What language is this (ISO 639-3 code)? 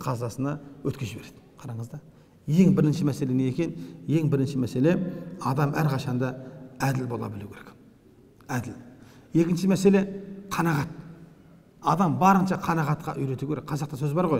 kaz